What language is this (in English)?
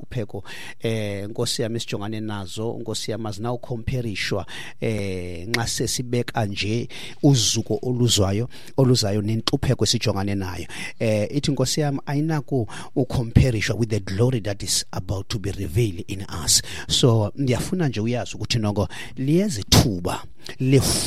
Xhosa